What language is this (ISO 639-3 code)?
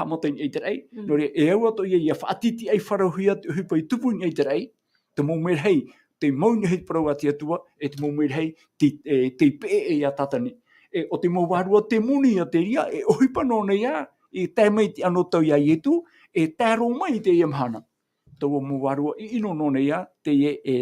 tah